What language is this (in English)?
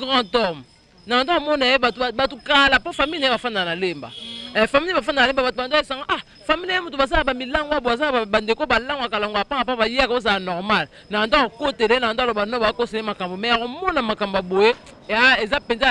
Lingala